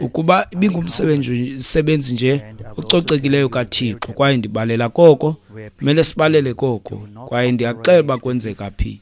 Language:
Xhosa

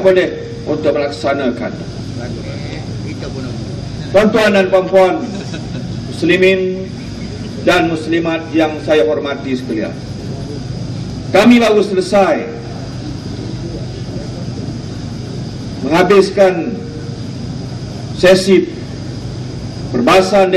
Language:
Malay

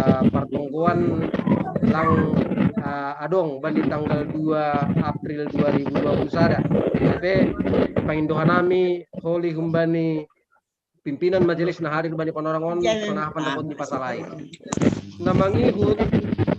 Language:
Batak Simalungun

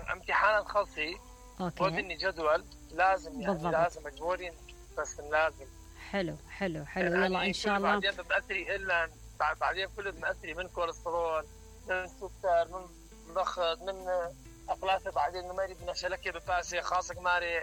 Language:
Mesopotamian Arabic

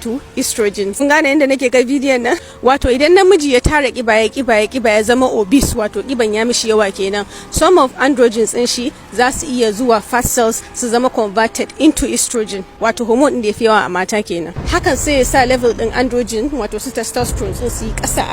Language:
Hausa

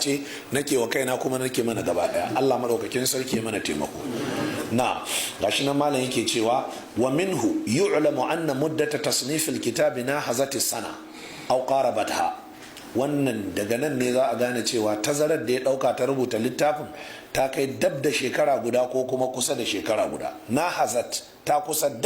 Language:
Hausa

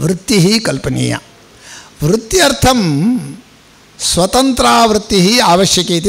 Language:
Sanskrit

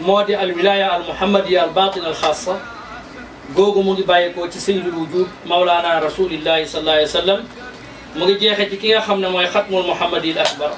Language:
Wolof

